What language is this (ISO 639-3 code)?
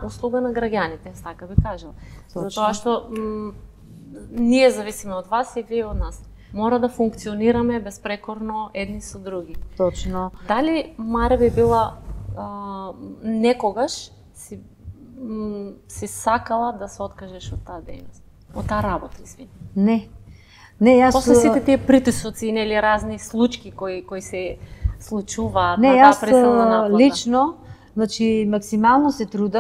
mkd